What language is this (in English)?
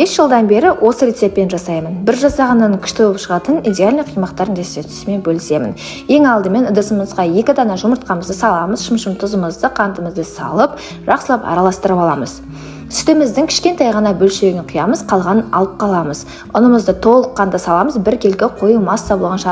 Kazakh